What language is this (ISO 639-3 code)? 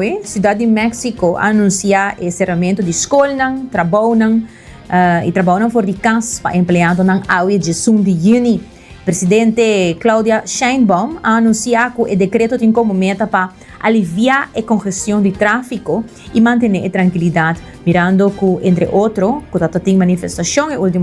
pap